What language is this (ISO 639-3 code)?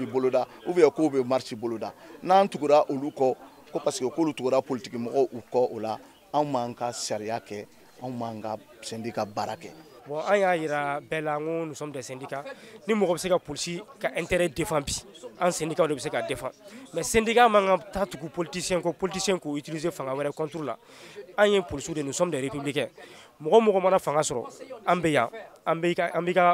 bam